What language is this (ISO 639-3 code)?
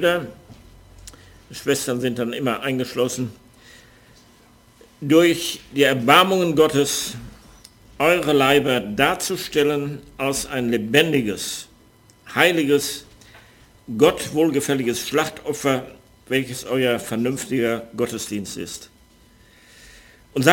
deu